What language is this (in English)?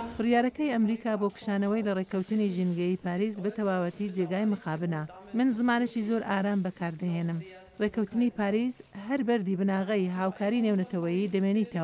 Central Kurdish